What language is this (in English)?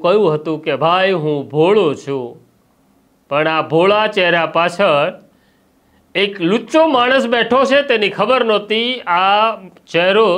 Gujarati